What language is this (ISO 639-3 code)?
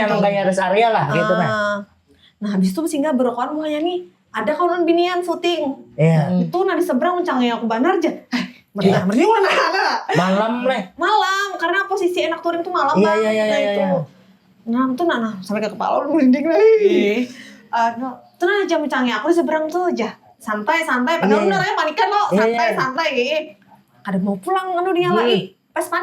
bjn